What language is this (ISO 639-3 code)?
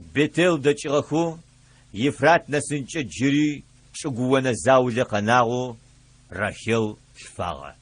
ady